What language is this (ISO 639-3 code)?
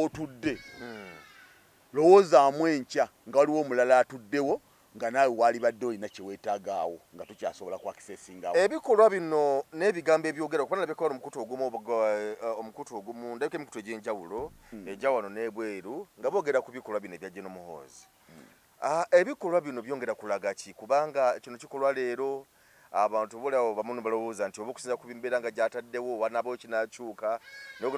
lug